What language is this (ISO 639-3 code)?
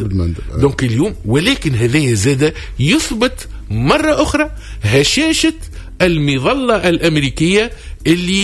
aeb